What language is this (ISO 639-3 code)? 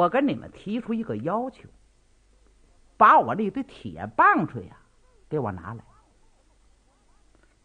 zho